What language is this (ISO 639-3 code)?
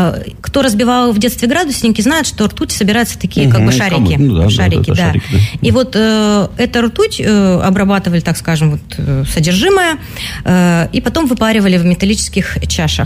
rus